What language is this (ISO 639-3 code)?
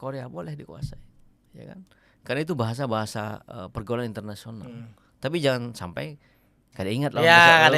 bjn